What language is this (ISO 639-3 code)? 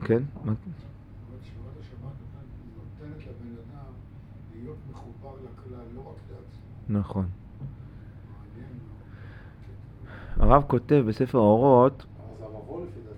heb